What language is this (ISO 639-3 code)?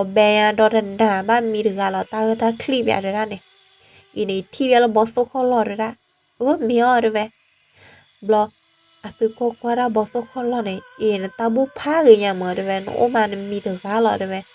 ksw